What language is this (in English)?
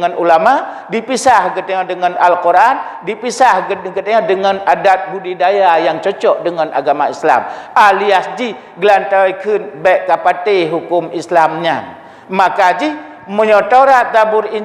Achinese